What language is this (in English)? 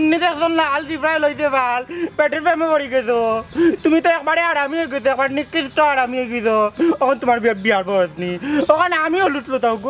Sylheti